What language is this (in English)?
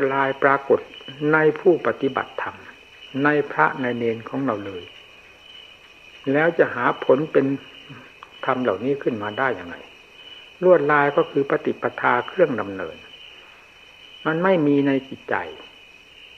Thai